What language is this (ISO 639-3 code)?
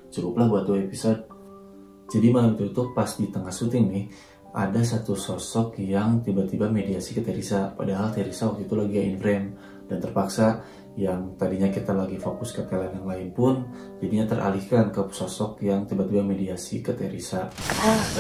ind